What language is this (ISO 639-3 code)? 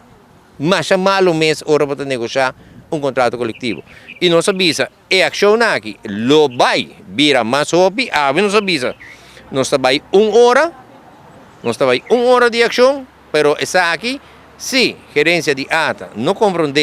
pap